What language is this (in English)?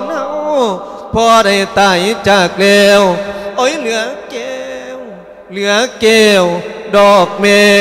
Lao